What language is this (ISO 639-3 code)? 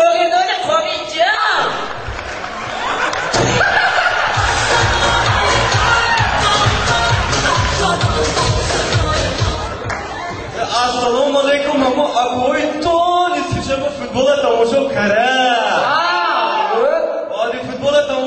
fas